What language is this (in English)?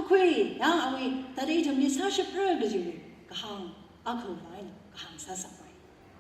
Tangkhul Naga (India)